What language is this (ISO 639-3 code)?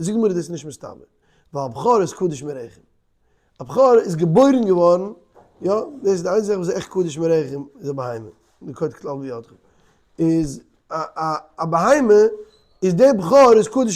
yid